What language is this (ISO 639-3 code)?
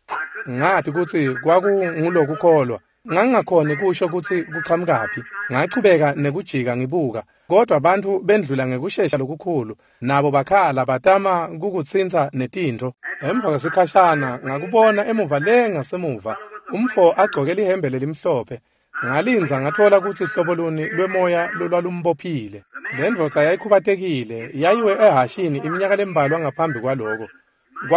ssw